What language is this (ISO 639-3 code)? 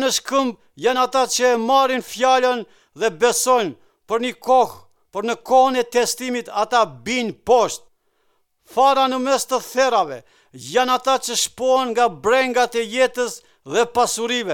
sqi